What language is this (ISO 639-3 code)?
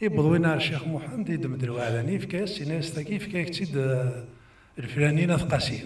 kab